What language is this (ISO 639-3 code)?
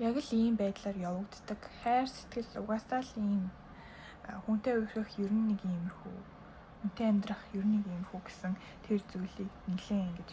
mon